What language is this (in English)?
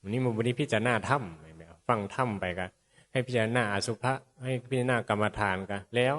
Northeastern Thai